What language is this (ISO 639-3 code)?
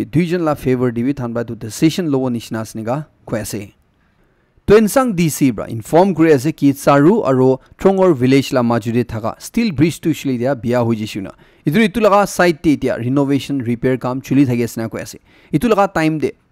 nag